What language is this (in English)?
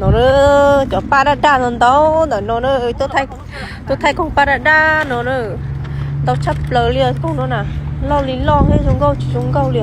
Hmong